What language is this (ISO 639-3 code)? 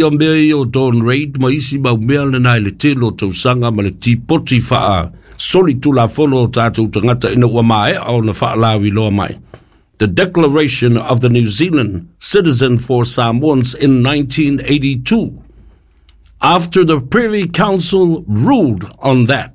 smo